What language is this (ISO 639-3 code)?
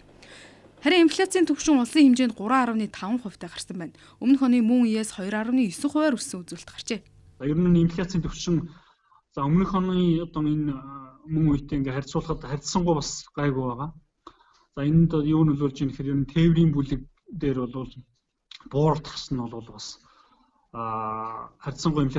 mon